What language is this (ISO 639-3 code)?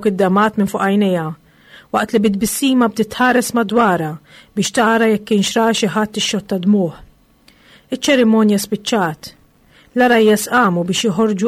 mlt